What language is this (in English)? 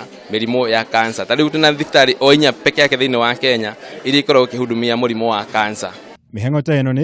Kikuyu